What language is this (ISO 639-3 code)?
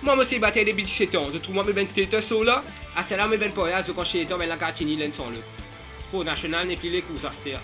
mfe